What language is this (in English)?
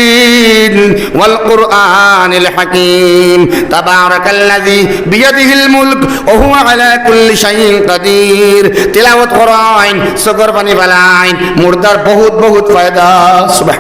Sylheti